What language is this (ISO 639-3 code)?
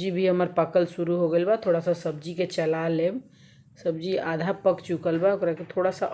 bho